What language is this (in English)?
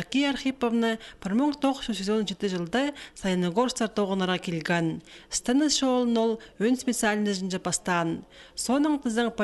Khakas